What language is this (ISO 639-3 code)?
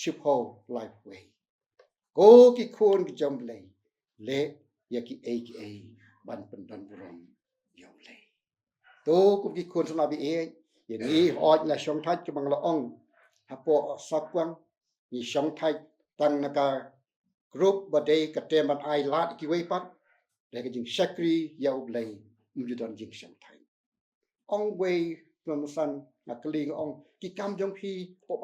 kha